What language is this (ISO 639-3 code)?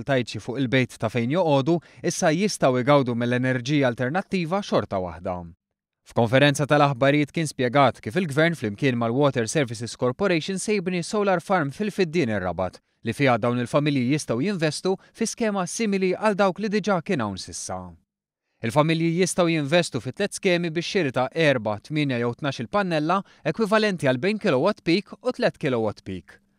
mlt